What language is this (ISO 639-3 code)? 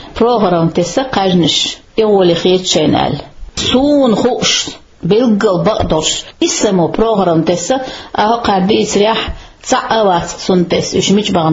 che